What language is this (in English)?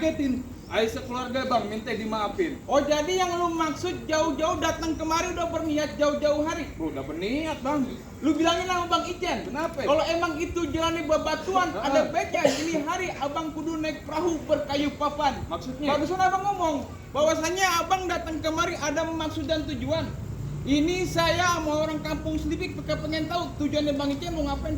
Betawi